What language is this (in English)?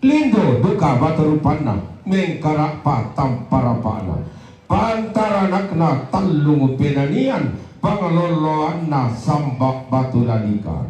Toraja-Sa'dan